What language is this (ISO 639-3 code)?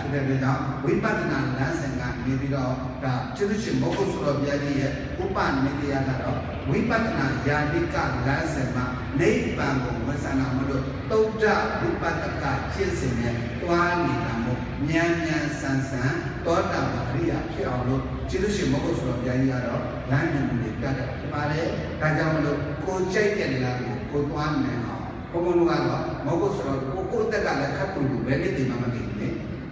mya